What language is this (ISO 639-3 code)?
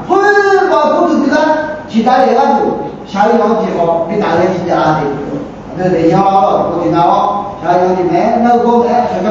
ahk